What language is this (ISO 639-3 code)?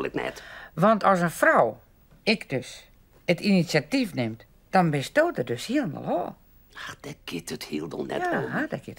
fry